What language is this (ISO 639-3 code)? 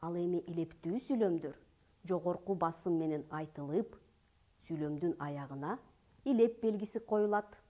kir